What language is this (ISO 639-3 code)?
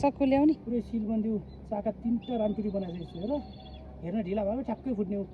nep